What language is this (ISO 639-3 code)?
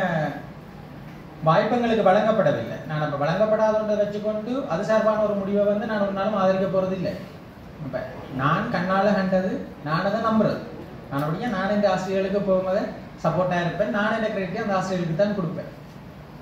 tam